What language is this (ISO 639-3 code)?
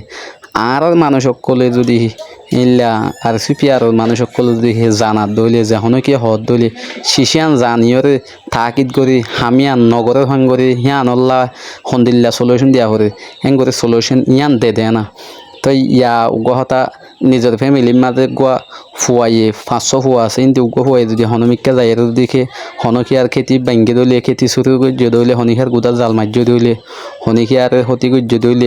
rhg